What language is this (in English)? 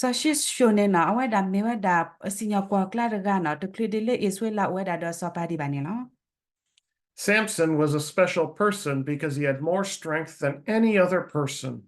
S'gaw Karen